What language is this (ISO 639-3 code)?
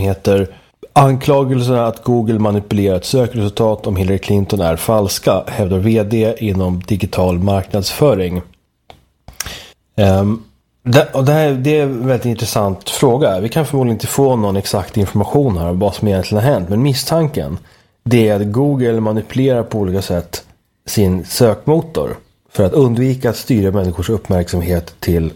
swe